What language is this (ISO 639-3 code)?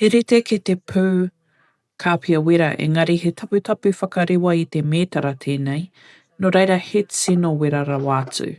mri